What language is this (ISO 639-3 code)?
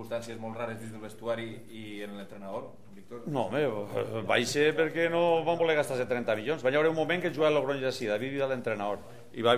cat